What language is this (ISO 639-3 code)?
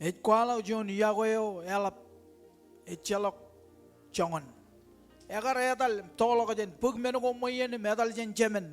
mah